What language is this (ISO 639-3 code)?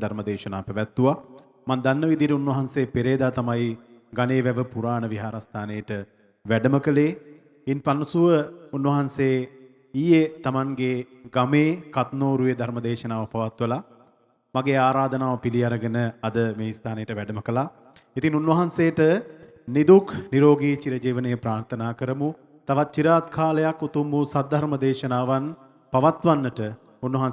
sin